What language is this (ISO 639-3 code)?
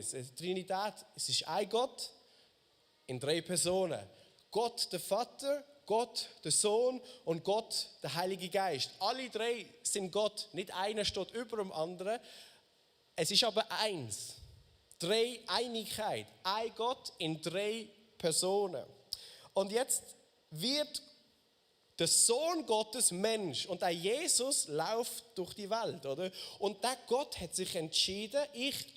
gsw